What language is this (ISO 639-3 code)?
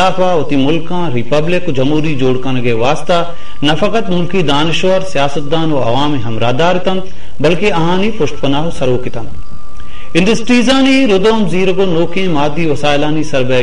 bal